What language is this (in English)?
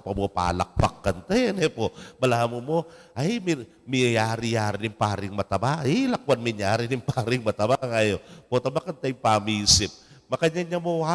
Pampanga